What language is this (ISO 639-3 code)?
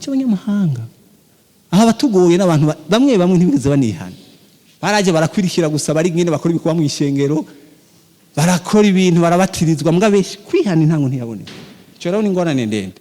run